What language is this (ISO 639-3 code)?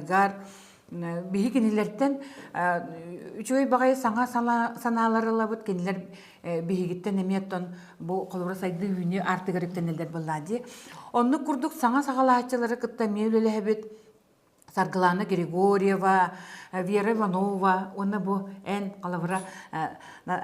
sah